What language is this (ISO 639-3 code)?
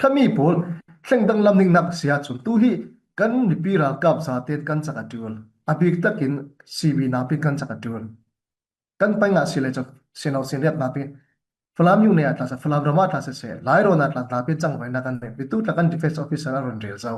cfm